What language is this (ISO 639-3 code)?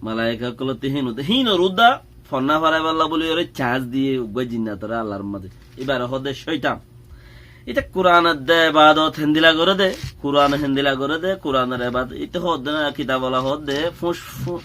rhg